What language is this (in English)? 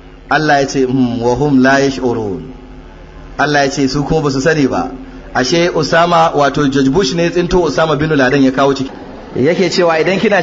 Hausa